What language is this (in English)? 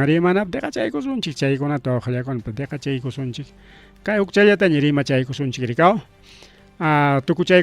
Ayacucho Quechua